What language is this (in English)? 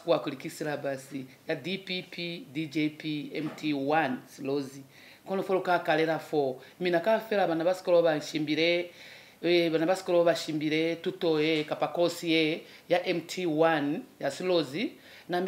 Lozi